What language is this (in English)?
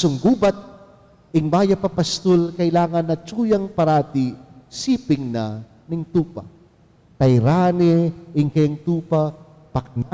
Pampanga